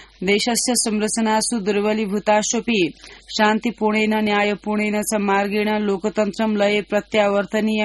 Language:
Sanskrit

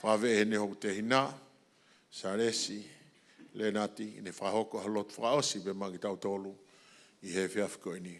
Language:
Tongan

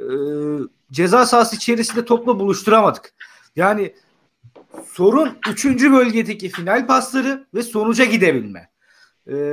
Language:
Turkish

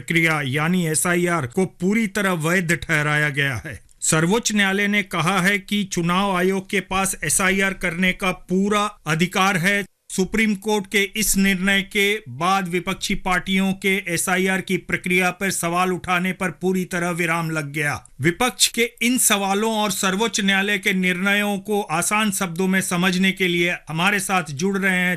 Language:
Hindi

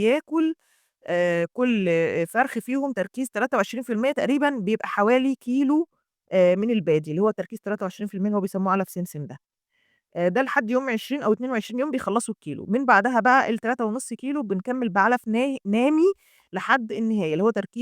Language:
Egyptian Arabic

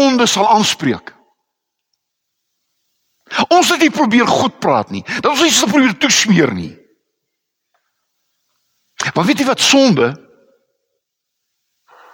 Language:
Afrikaans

